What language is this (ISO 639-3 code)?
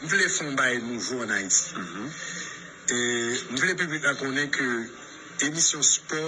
hat